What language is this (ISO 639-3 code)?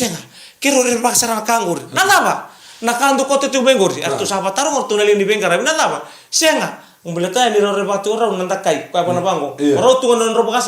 fij